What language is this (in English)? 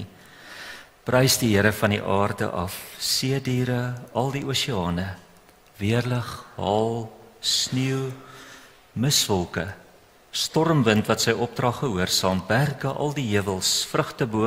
Afrikaans